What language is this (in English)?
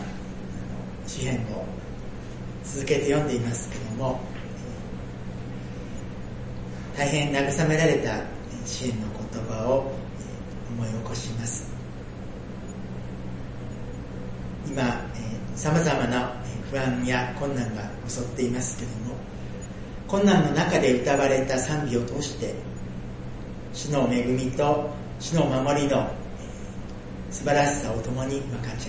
Japanese